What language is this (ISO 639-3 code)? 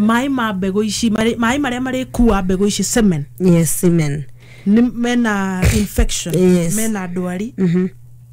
kik